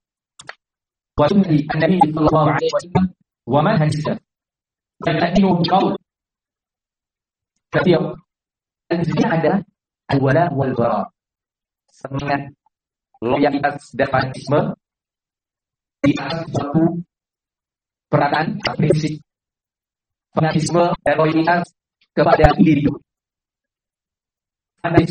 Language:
Indonesian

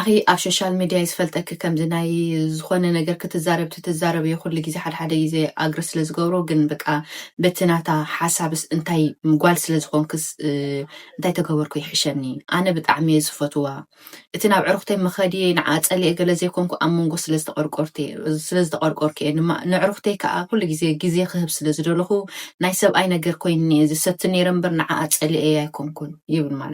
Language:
Tigrinya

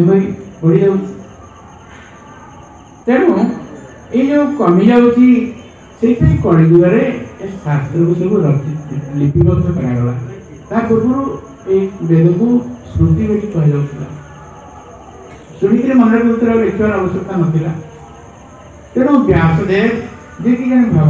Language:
Odia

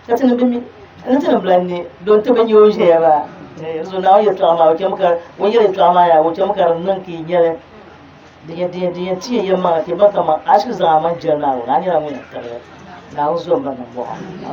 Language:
Dagbani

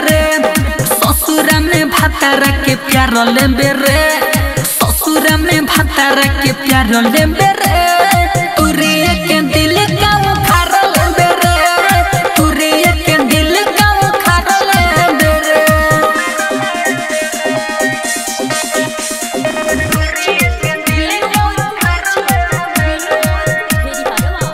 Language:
Bhojpuri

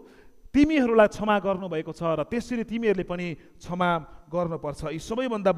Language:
Nepali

